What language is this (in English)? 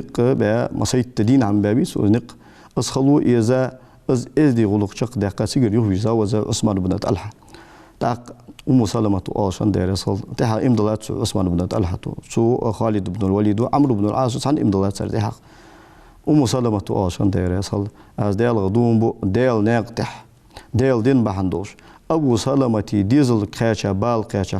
Ingush